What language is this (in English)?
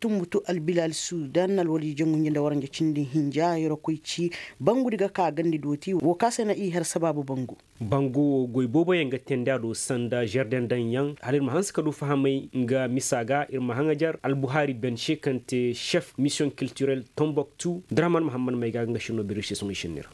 Koyraboro Senni